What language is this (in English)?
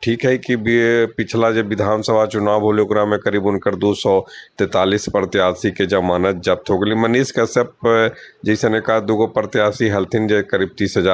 Magahi